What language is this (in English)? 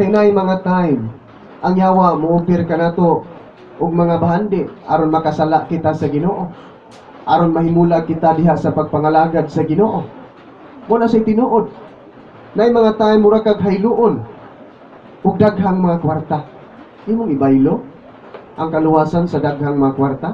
Cebuano